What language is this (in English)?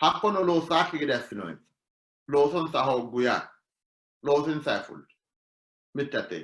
Sidamo